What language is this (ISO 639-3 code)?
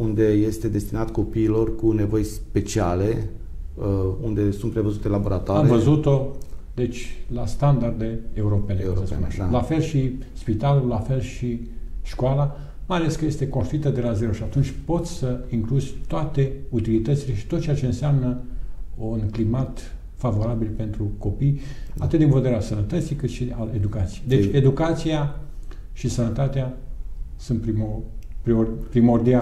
ron